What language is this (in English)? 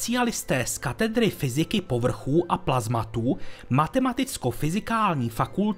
Czech